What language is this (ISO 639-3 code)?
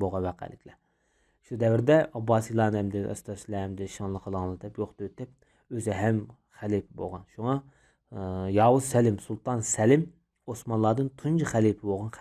uig